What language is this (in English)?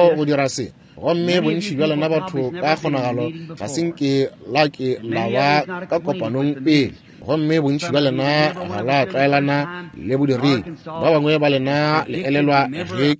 Northern Sotho